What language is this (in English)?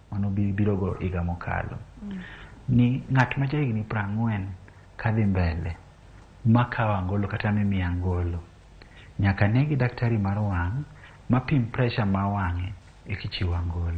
Luo (Kenya and Tanzania)